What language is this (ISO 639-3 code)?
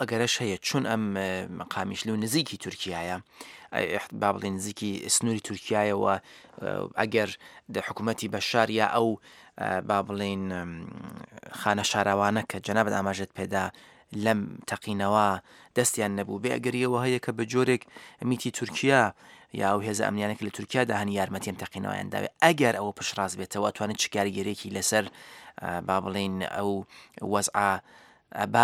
ckb